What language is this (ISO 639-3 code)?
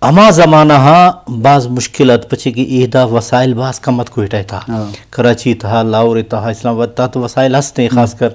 bgp